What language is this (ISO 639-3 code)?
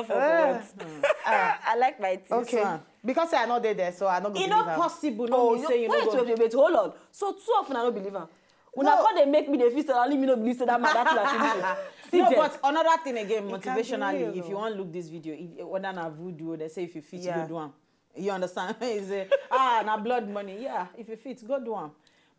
pcm